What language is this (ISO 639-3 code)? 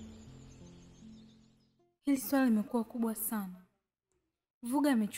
swa